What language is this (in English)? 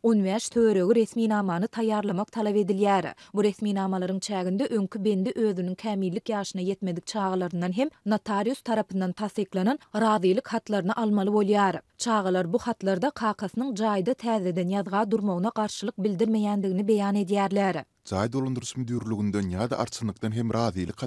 Turkmen